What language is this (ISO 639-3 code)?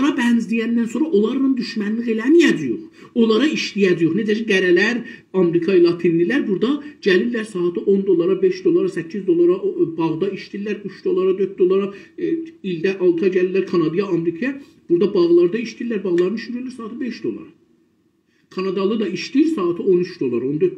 azb